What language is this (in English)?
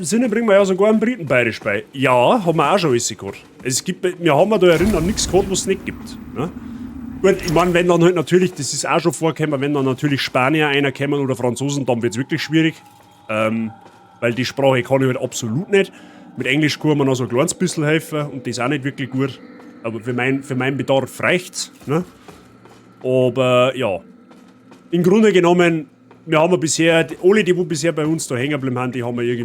Bavarian